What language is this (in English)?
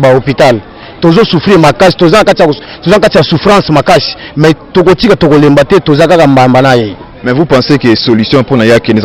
Lingala